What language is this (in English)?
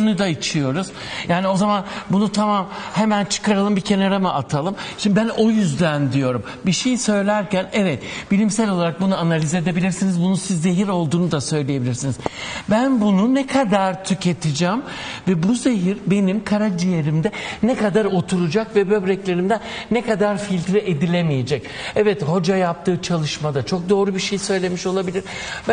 Turkish